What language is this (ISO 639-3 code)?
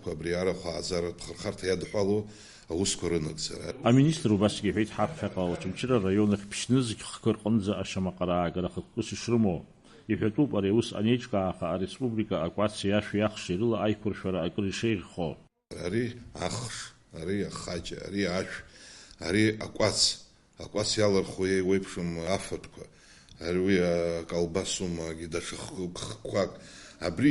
abk